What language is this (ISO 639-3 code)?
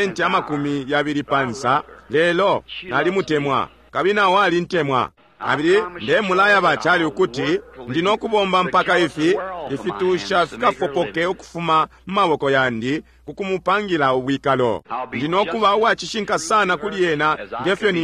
bem